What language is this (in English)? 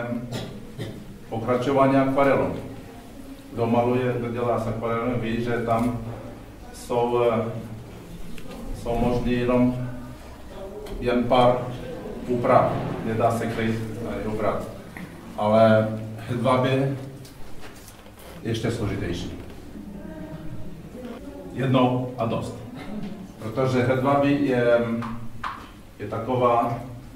Czech